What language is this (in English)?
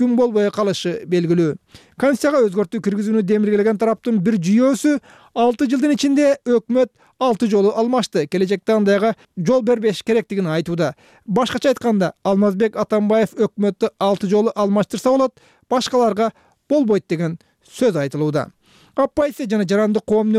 Kyrgyz